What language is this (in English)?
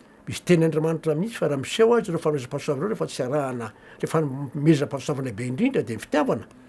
Malagasy